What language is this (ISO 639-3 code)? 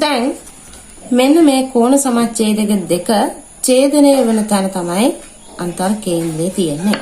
sin